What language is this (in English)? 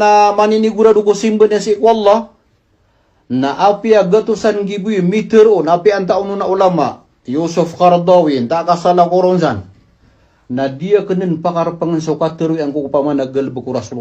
Maranao